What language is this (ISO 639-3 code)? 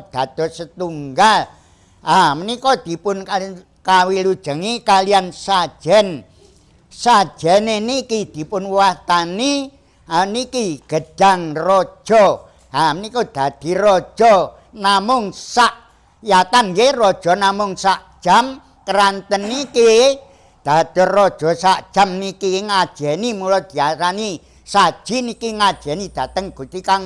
jav